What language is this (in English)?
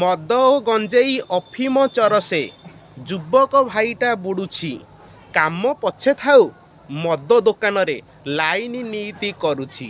Odia